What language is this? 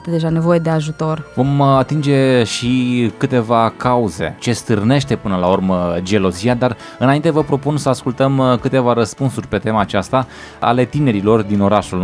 Romanian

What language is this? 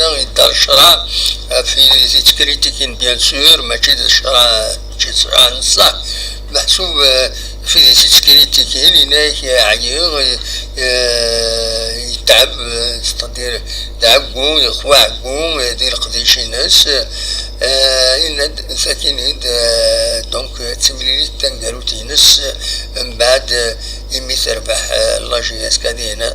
Kabyle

